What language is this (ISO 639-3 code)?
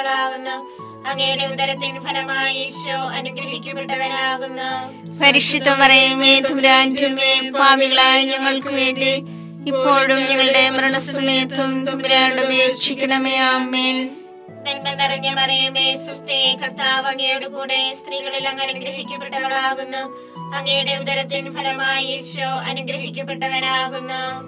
mal